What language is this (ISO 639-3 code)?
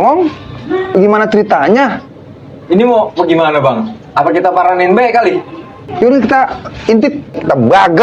bew